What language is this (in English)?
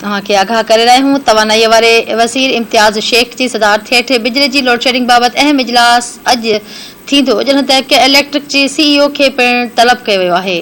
Sindhi